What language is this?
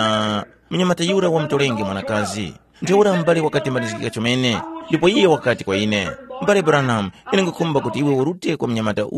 Tumbuka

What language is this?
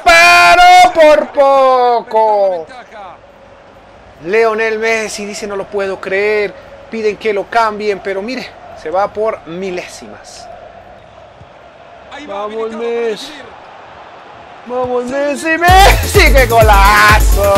Spanish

